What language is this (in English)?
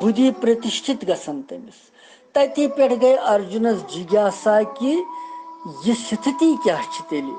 Kashmiri